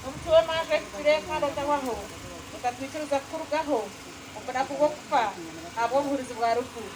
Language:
Nyankole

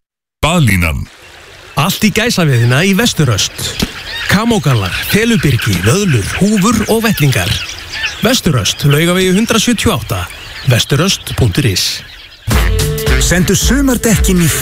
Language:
Icelandic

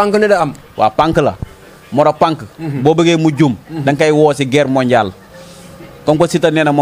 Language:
Wolof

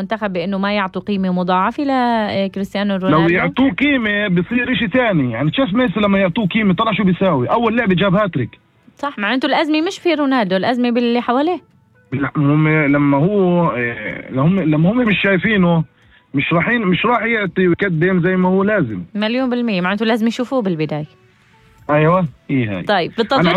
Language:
North Levantine Arabic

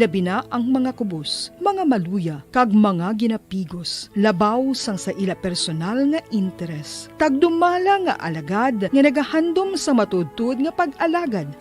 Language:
Hiligaynon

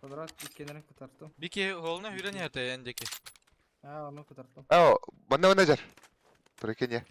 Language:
Yakut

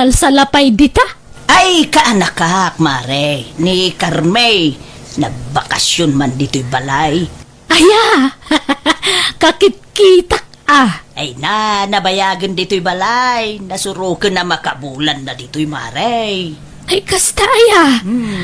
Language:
Iloko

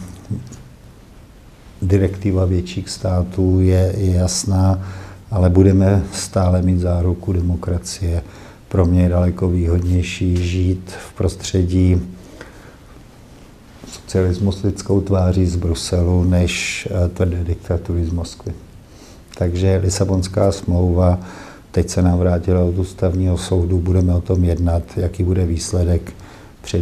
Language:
Czech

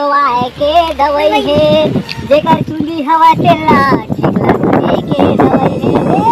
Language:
Chhattisgarhi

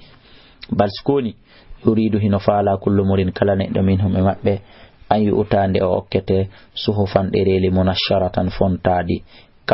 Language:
Fula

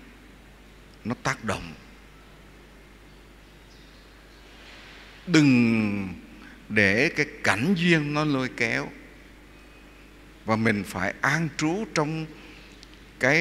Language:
Vietnamese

